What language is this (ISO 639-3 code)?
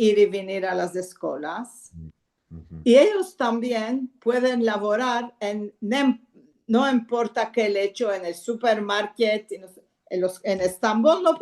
lad